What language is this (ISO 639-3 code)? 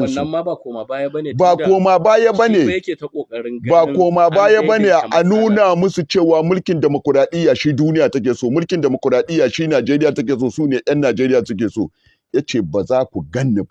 hau